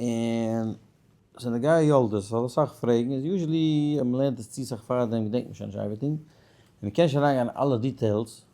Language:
Yiddish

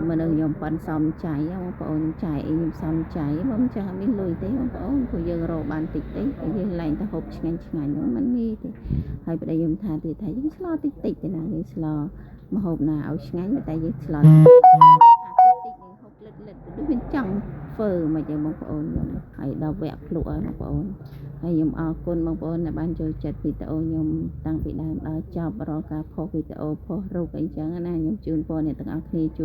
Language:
Khmer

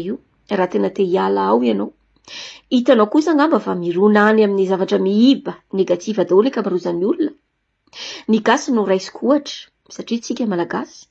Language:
Malagasy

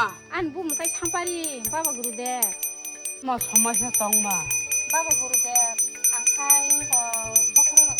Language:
Kok Borok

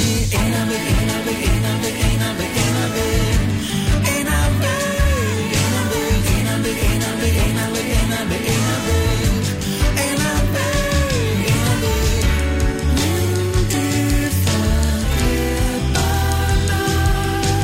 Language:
Icelandic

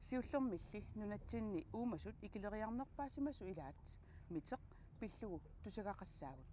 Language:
Kalaallisut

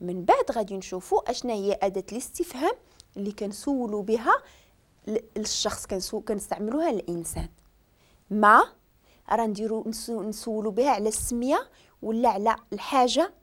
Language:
Moroccan Arabic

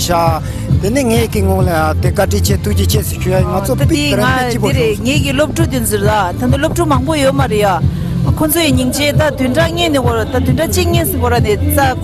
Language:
Tibetan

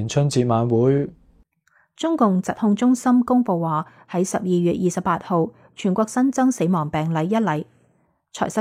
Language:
Cantonese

